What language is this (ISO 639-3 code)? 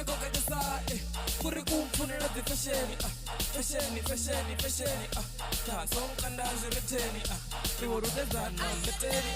ven